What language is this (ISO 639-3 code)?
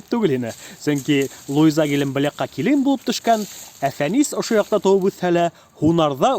bak